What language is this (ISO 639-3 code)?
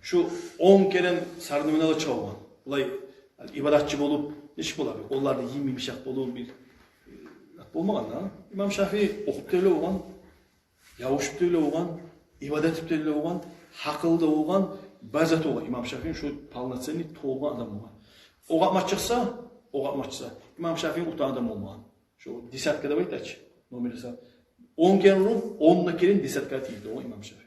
kum